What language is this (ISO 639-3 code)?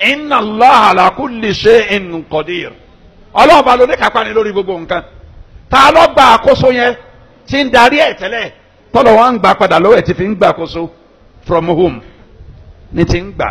yor